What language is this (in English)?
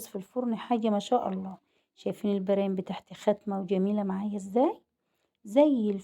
Egyptian Arabic